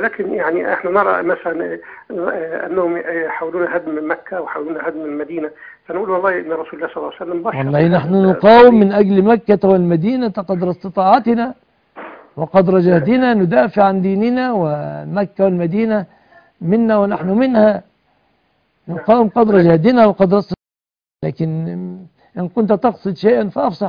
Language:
Arabic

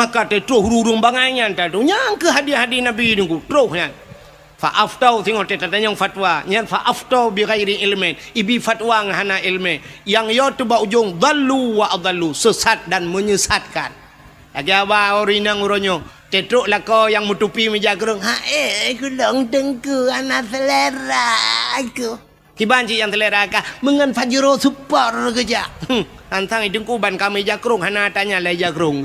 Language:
Achinese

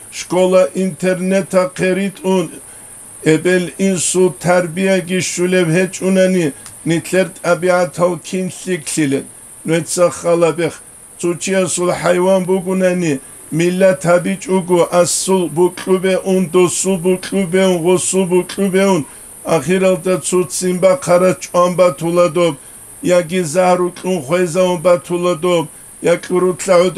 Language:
Avaric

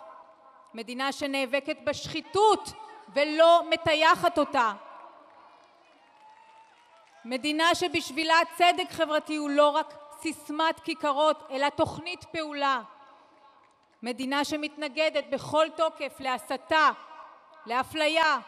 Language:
Hebrew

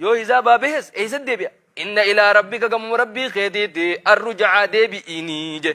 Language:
Oromo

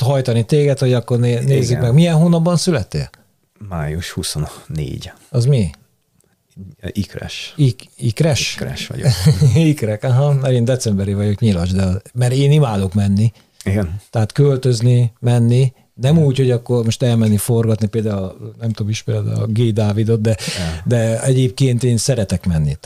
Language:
Hungarian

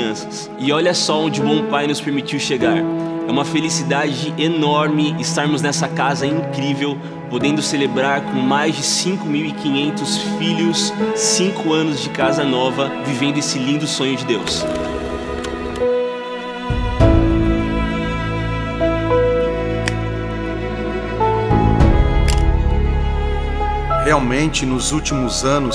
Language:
Portuguese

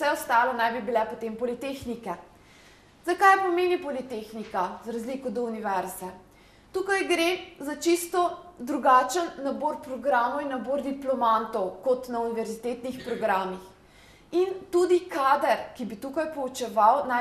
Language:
Slovenian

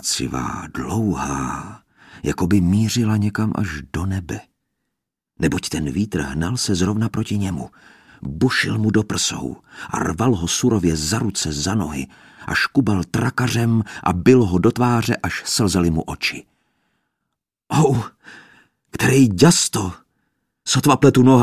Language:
Czech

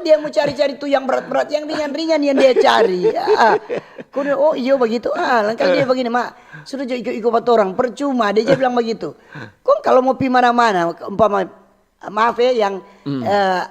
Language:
Manado Malay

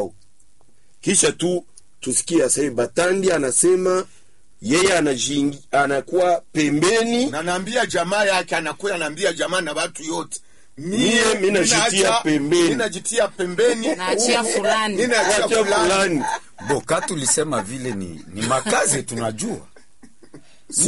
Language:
Swahili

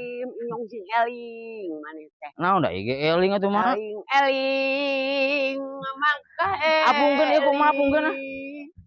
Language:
Sundanese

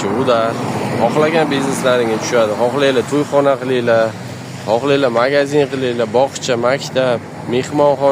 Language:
Uzbek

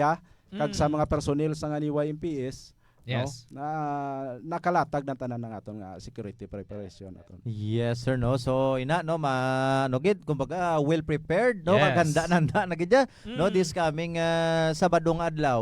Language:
Hiligaynon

